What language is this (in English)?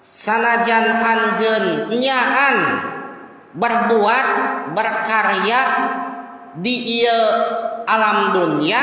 Sundanese